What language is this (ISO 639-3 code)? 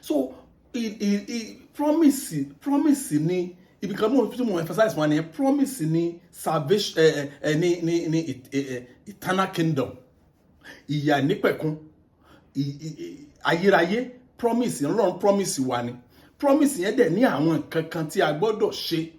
yor